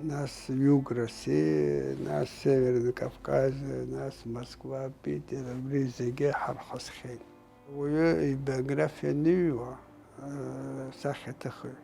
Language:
Abkhazian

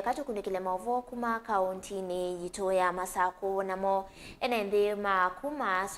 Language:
Kamba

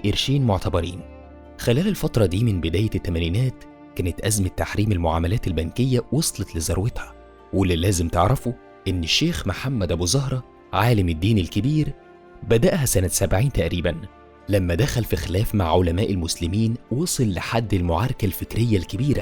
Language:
Egyptian Arabic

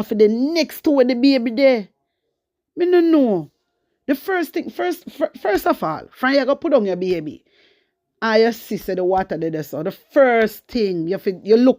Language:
Jamaican Creole English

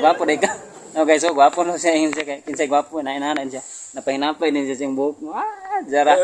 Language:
Cebuano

